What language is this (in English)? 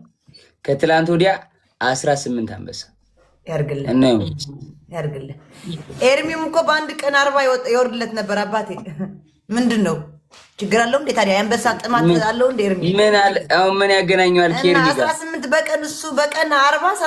Amharic